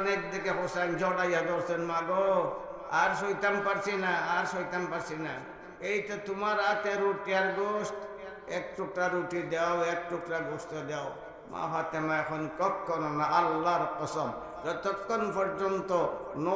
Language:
Sylheti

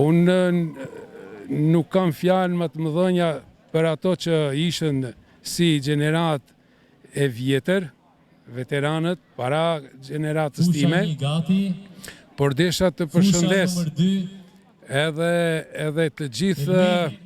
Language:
Albanian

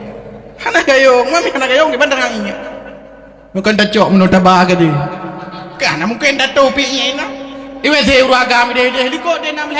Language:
Achinese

